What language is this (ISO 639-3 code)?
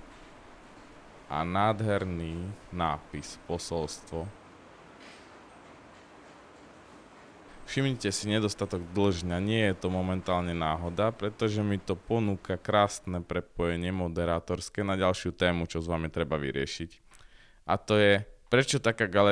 slk